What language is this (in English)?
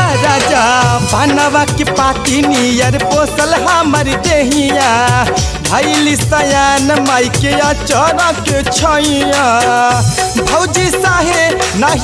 Bhojpuri